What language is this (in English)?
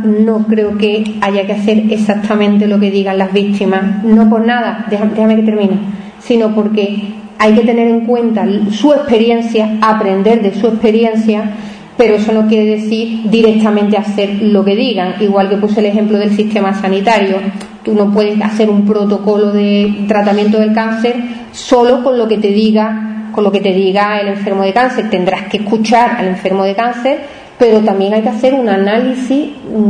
Spanish